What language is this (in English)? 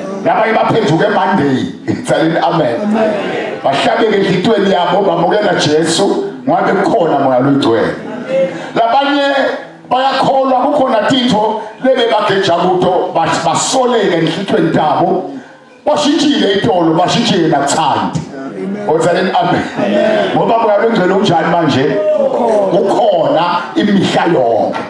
Swati